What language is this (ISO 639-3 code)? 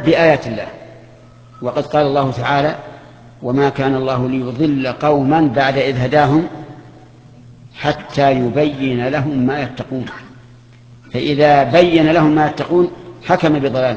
ara